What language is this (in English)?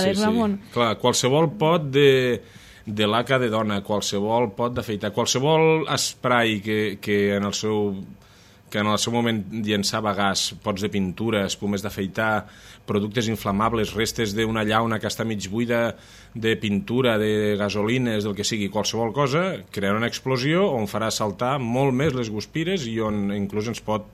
Catalan